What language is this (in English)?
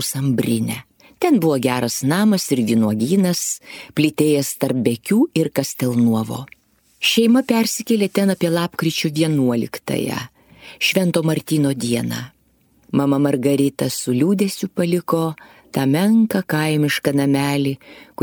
Lithuanian